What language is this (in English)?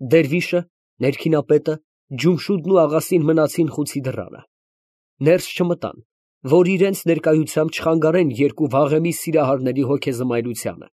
Armenian